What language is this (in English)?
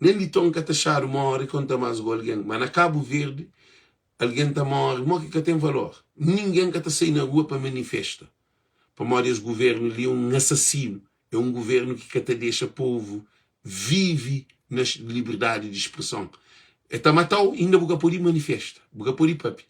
Kabuverdianu